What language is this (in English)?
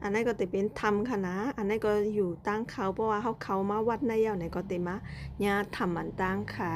Shan